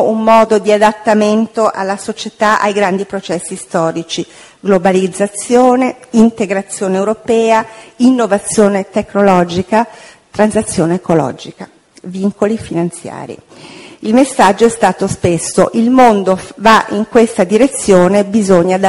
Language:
Italian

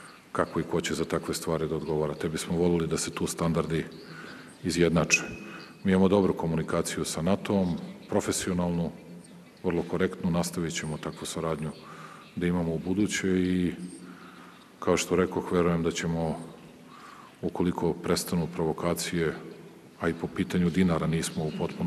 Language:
Serbian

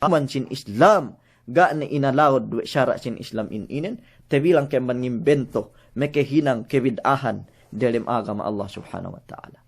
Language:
Yakan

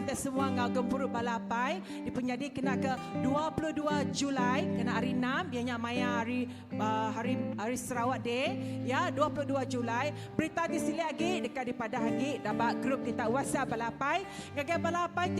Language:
Iban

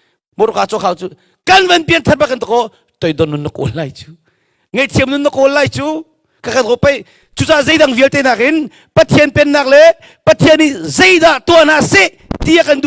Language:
Hakha Chin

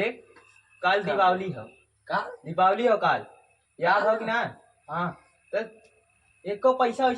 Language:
Awadhi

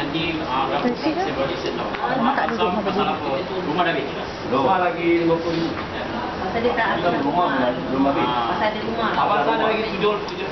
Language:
Malay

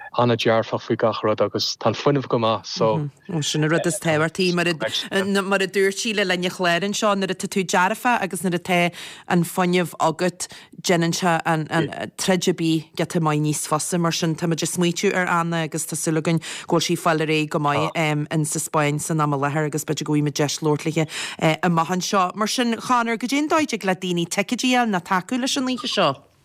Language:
Irish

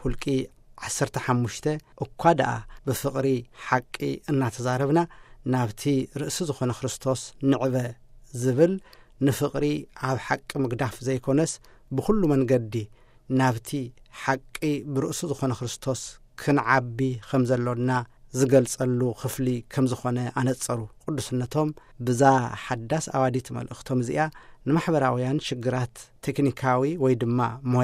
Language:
Tigrinya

